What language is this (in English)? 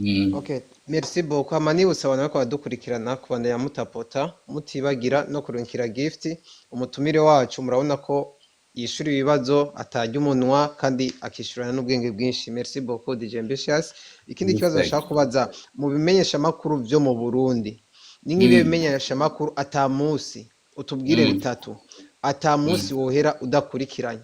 Rundi